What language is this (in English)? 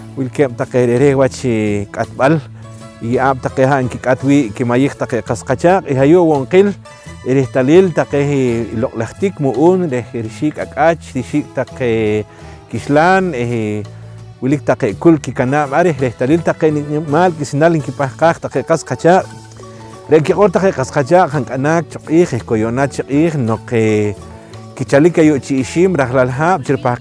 Poqomchi'